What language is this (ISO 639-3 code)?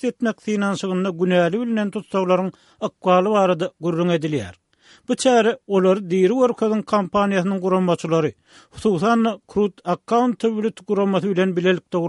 tuk